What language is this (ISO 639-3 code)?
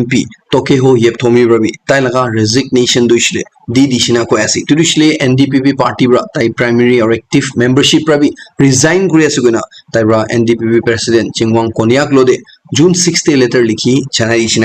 nag